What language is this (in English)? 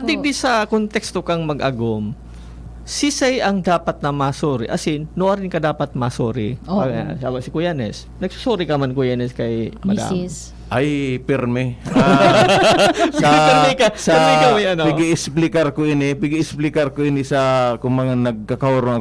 Bikol